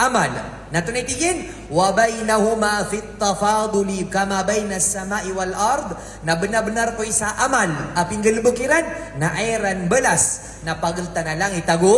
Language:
Maranao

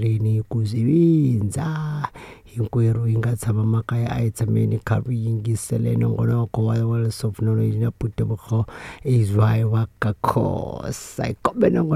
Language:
Tsonga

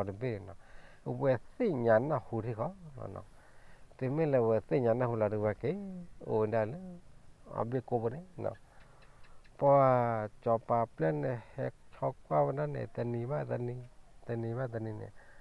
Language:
S'gaw Karen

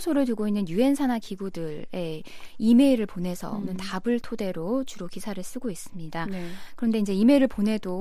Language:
Korean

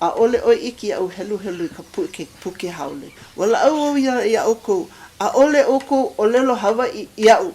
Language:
Hawaiian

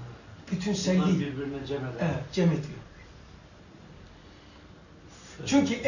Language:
Turkish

